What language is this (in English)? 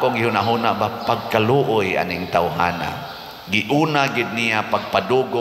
Cebuano